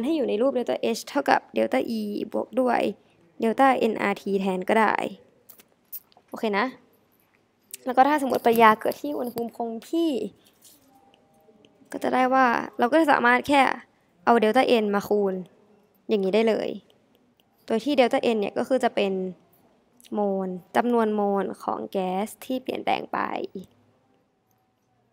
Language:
Thai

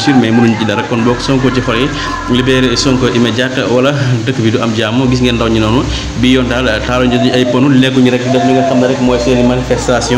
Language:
Wolof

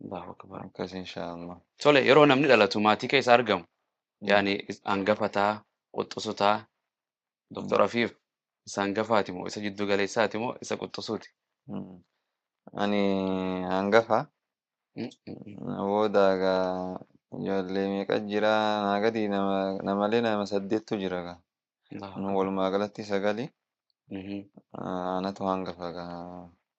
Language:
Oromo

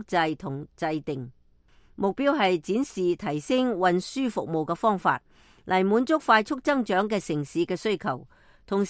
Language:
Cantonese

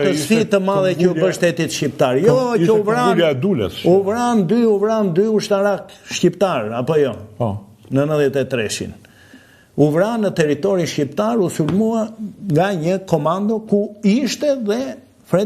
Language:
Albanian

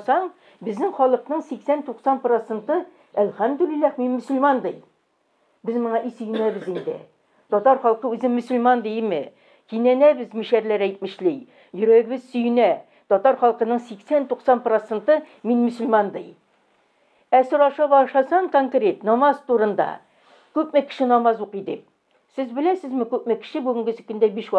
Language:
Tatar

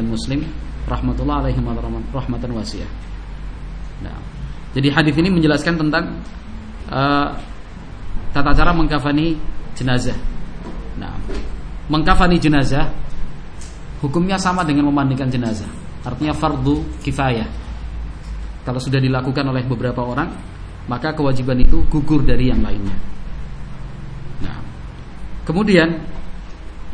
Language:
Indonesian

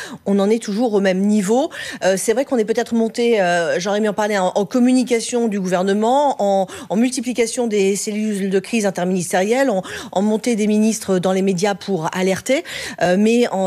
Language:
French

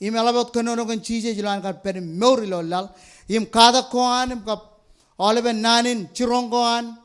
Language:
Marshallese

